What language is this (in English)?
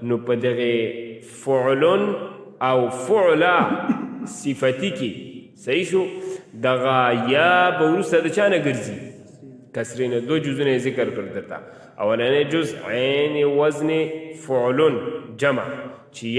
Pashto